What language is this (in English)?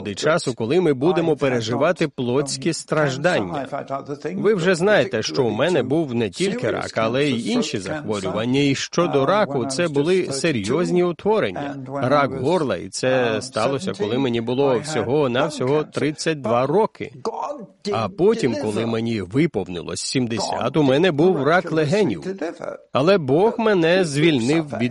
Ukrainian